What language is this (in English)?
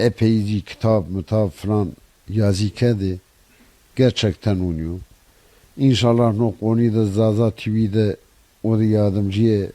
Zaza